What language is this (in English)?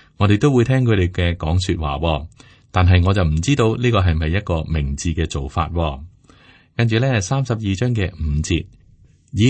Cantonese